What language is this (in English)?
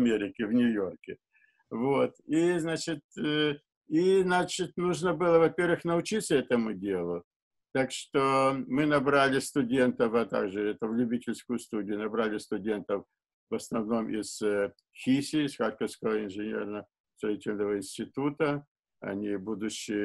Russian